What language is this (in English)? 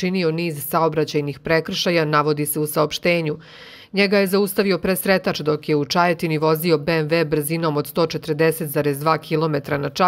Serbian